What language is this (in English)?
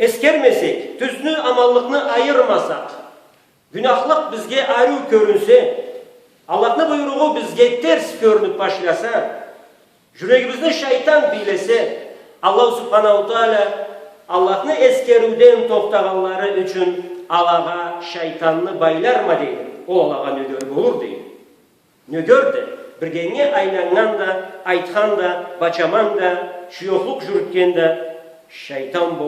Karachay-Balkar